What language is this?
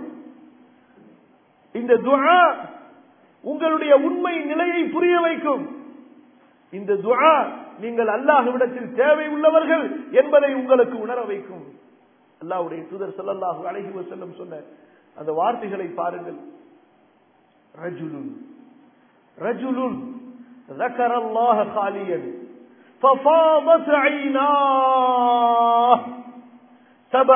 Tamil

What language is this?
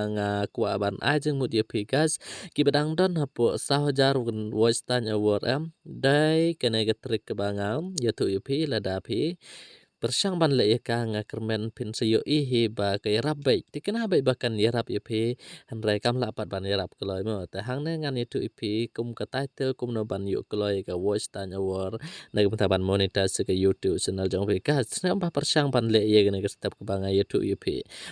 Khasi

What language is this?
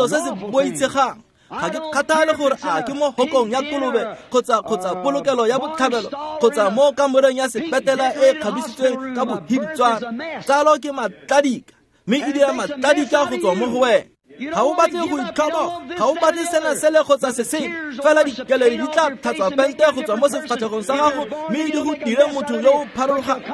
Tswana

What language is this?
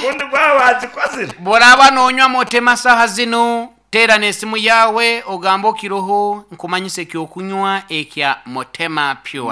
Nyankole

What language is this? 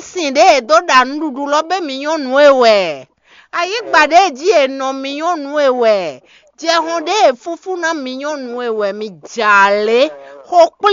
Fon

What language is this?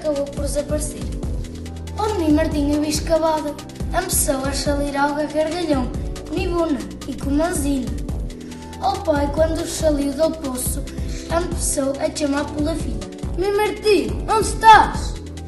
Mirandese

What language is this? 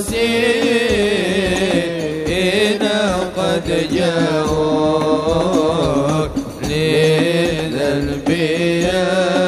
Arabic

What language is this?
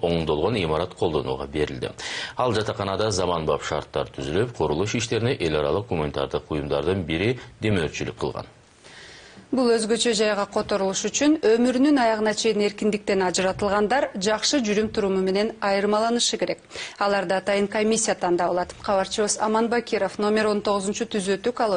Kyrgyz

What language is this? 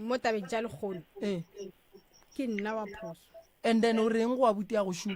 Northern Sotho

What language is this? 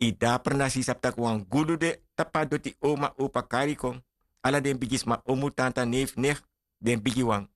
Sranan Tongo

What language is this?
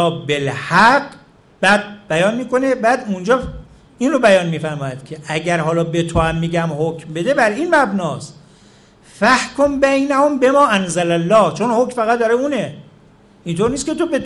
Persian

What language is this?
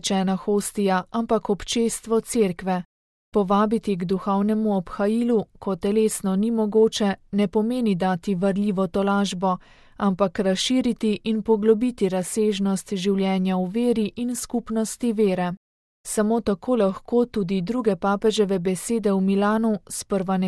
Slovenian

